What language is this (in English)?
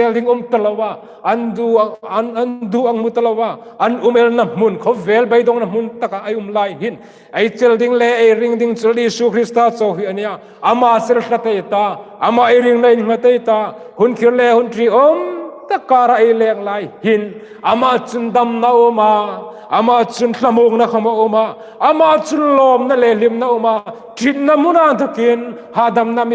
Hmar